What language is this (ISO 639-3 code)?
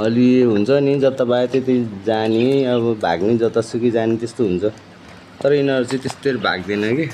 nep